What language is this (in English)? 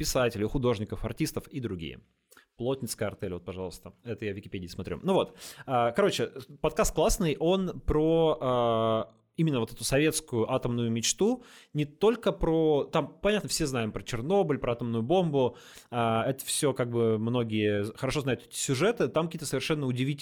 Russian